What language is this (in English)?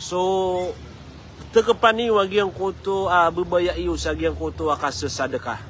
Maranao